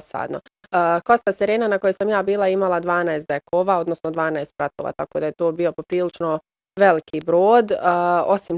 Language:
Bosnian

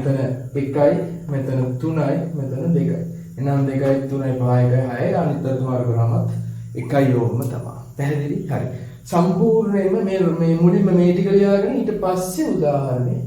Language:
Sinhala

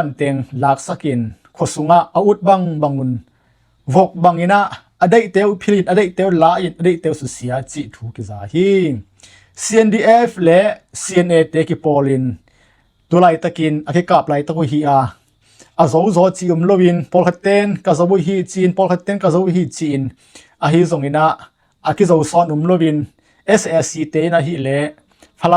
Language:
Tedim Chin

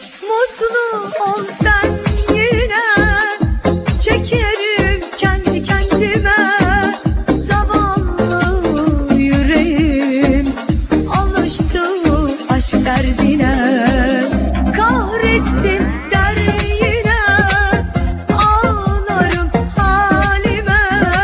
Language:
Turkish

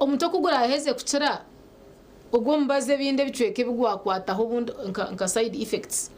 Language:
Nyankole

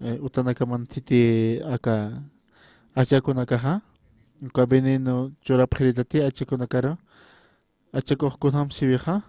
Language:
Aymara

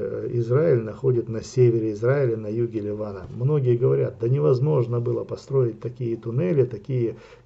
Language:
Russian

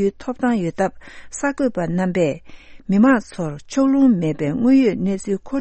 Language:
Tibetan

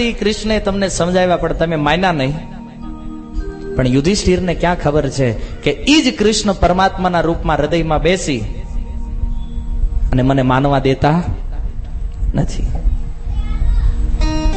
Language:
Gujarati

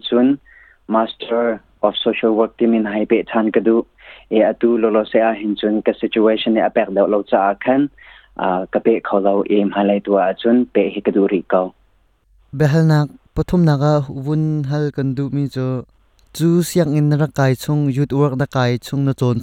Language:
Hakha Chin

